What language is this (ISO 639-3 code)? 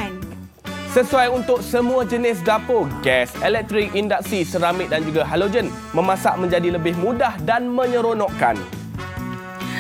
msa